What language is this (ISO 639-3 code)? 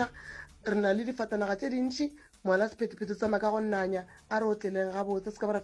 nso